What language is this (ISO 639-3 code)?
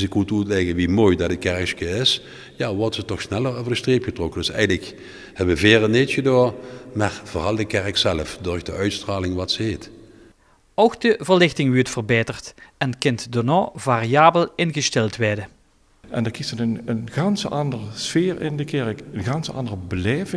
lim